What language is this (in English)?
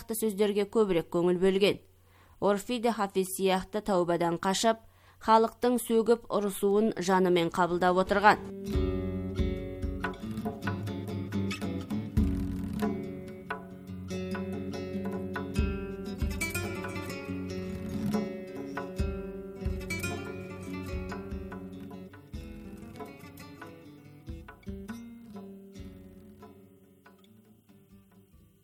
Kazakh